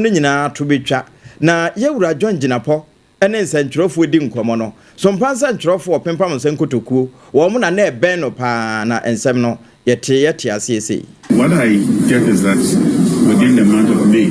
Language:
Akan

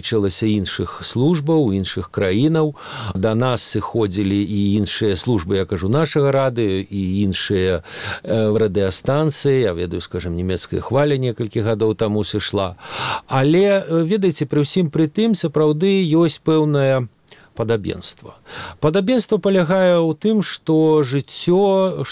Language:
Belarusian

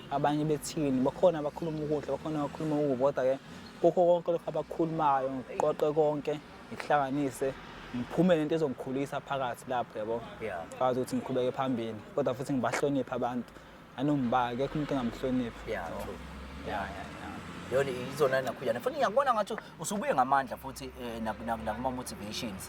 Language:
Zulu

